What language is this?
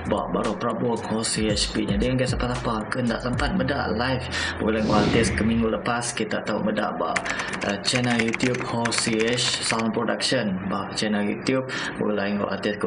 Iban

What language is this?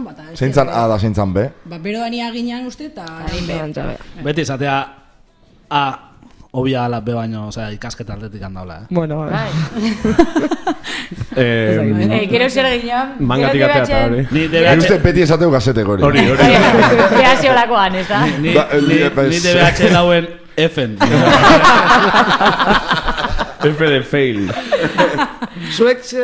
Basque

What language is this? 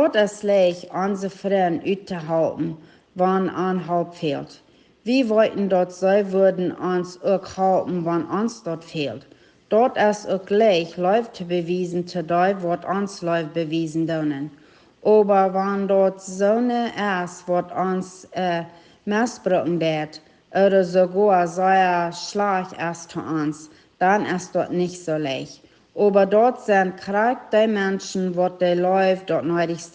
Plautdietsch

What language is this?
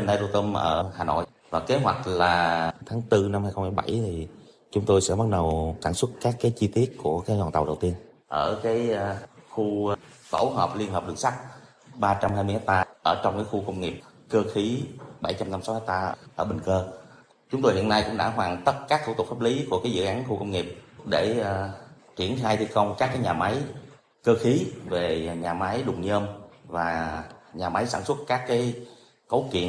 Vietnamese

